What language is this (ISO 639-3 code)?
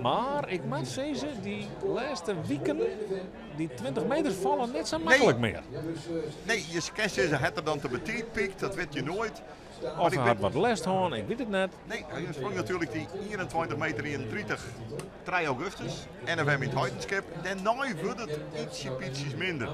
fry